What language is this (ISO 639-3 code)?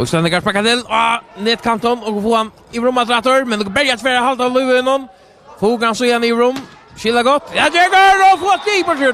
fao